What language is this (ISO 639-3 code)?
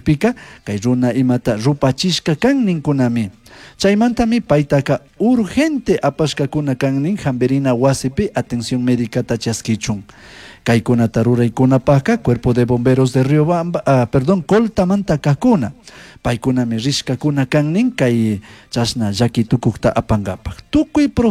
qug